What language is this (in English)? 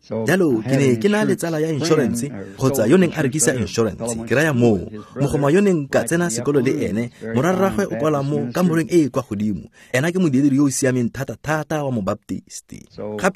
Tswana